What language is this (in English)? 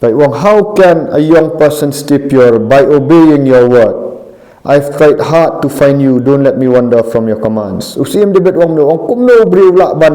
Khasi